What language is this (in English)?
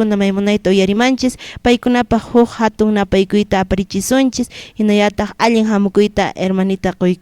Quechua